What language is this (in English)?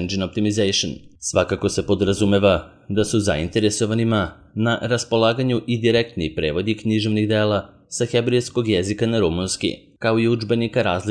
Serbian